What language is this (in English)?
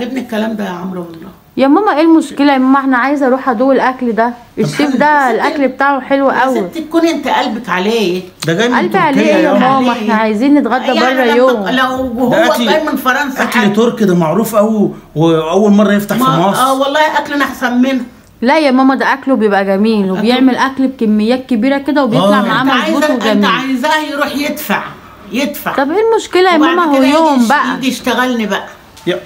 Egyptian Arabic